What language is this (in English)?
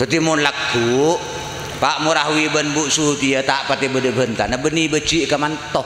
Madurese